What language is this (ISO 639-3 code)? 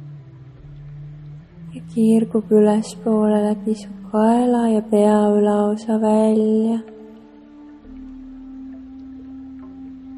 est